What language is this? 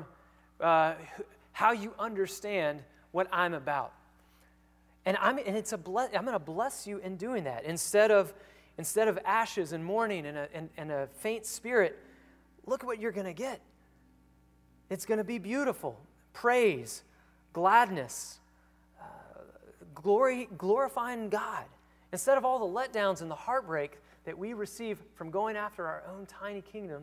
English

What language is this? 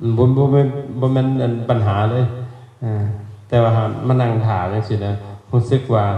Lao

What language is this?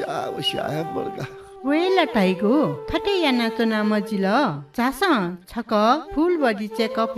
Newari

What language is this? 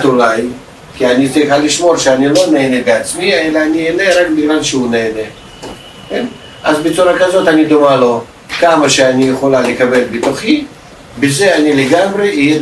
Hebrew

